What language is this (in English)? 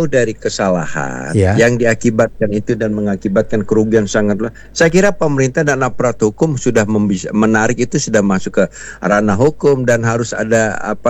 Indonesian